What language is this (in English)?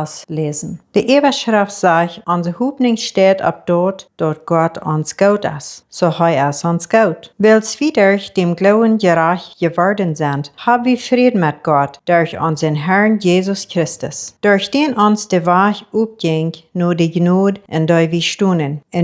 Plautdietsch